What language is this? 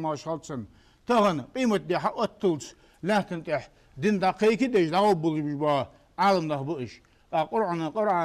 Ingush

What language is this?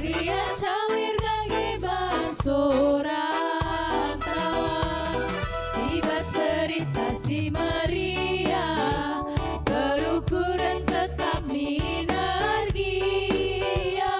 Batak Karo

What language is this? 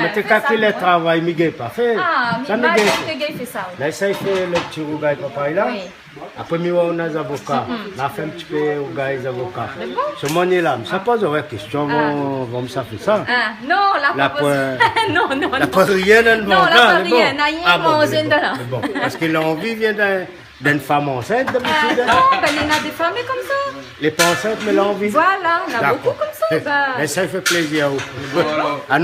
Réunion Creole French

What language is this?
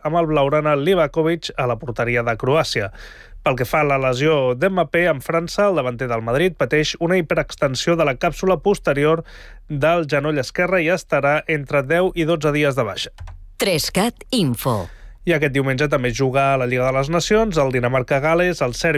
Catalan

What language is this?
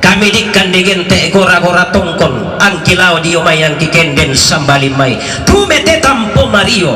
Toraja-Sa'dan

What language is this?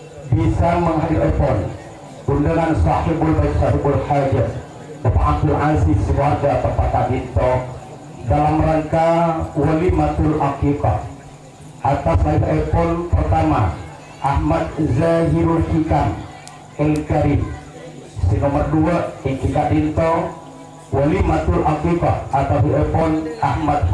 Madurese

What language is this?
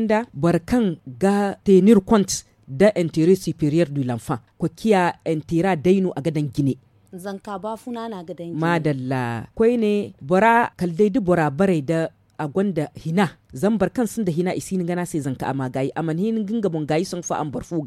Zarma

